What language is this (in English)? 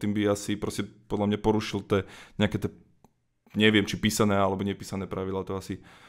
Slovak